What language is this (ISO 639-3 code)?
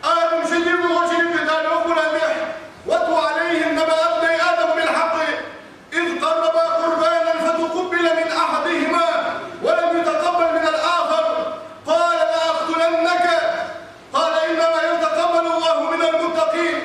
inh